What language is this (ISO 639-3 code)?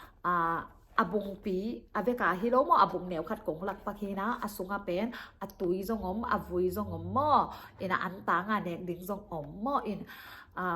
ctd